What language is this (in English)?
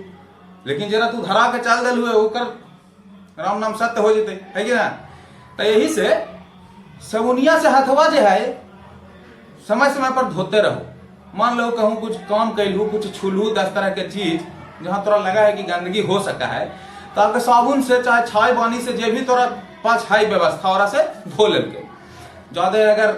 Magahi